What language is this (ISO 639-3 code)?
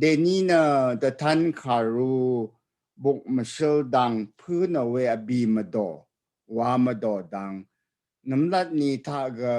raw